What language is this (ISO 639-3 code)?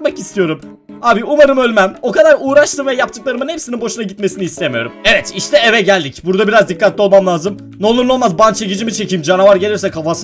tur